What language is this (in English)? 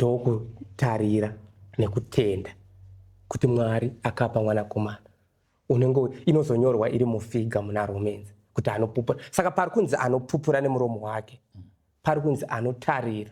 Shona